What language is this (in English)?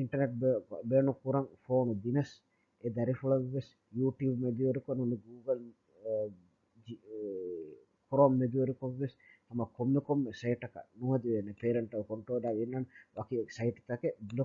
Divehi